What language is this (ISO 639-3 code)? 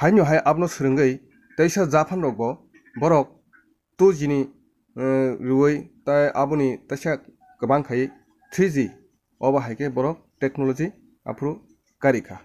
trp